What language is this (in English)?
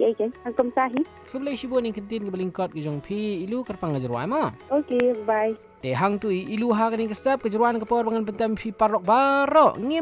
Malay